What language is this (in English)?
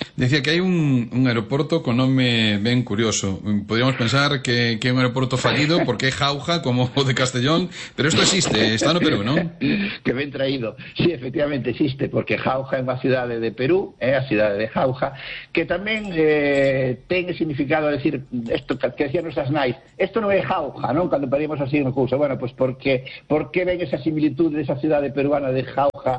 Galician